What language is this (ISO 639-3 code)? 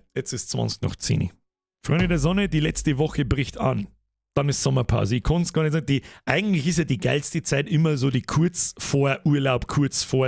bar